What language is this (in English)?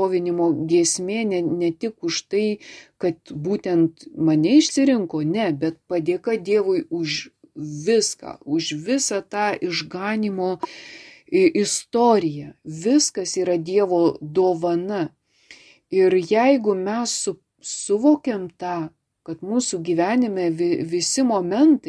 Lithuanian